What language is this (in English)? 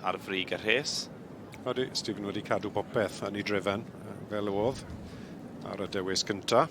Welsh